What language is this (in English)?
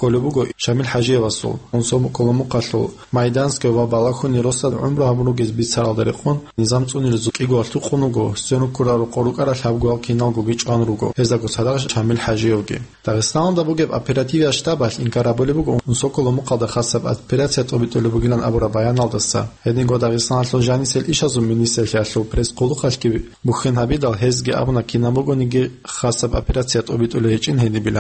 Avaric